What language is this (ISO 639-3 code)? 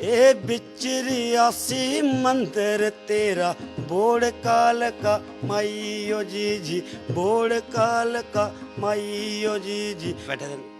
doi